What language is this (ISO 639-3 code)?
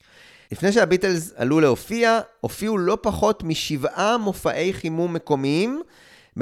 heb